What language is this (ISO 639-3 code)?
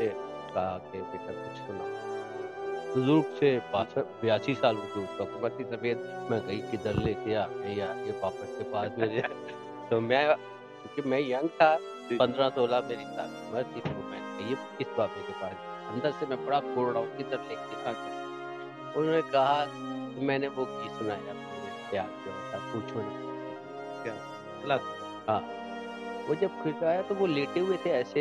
urd